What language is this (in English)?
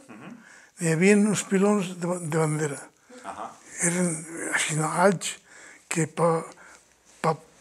Catalan